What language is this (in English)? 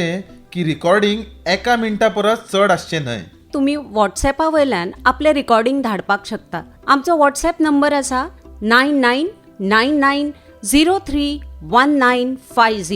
Konkani